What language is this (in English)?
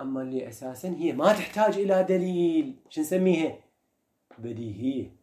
Mesopotamian Arabic